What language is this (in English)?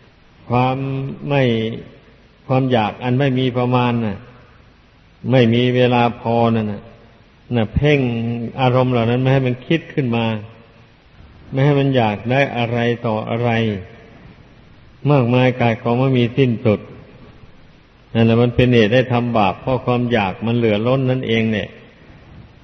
Thai